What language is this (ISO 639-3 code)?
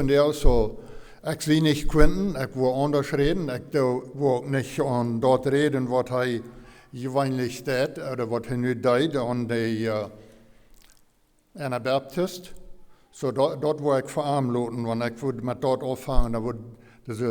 pdt